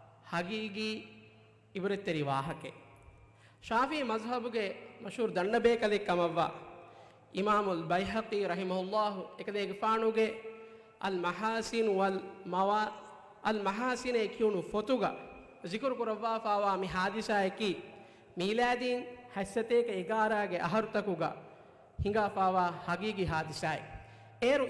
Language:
Divehi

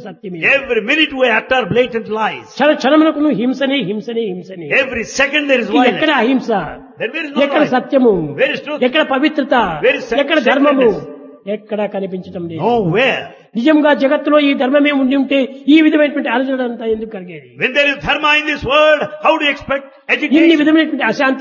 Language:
Telugu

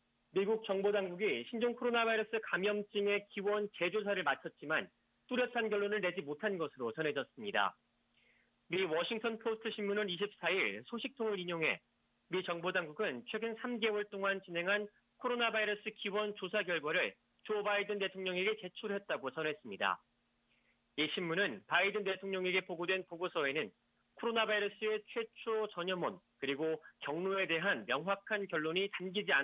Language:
Korean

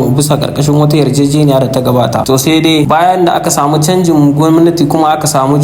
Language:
Hausa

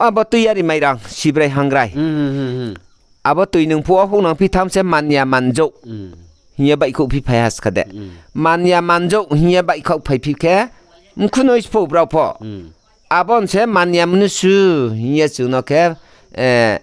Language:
Riang (India)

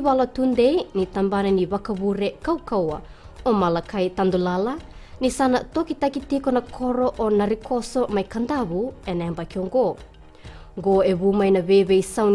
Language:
Fijian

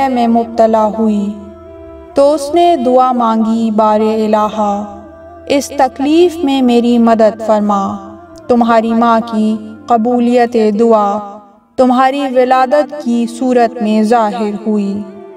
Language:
Urdu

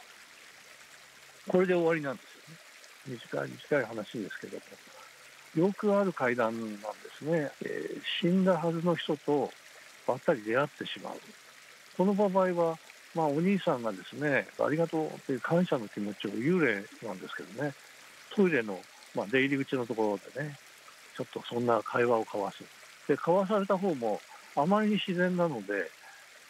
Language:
Japanese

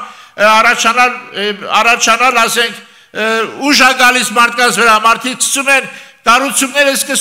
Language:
Armenian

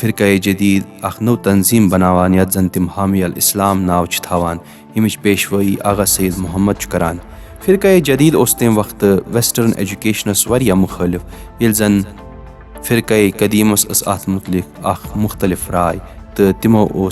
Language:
Kashmiri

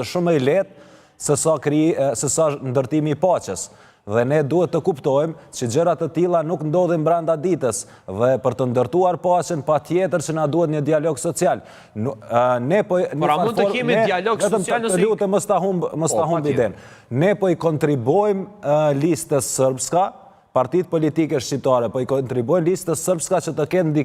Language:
Albanian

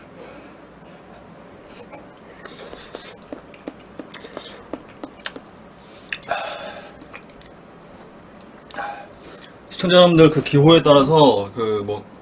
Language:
Korean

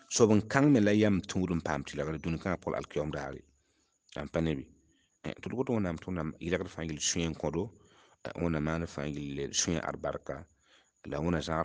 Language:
Mossi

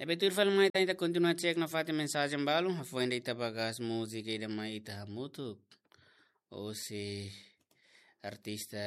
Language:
Tetum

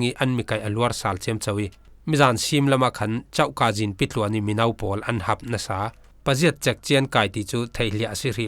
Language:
Falam Chin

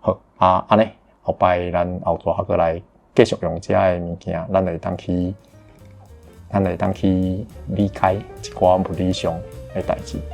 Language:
Min Nan Chinese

